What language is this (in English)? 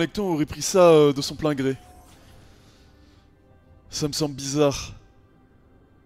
French